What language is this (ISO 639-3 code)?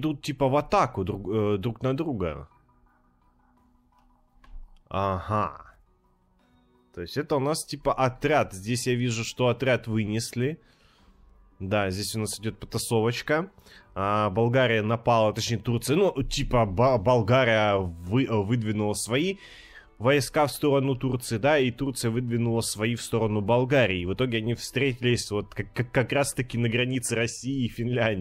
rus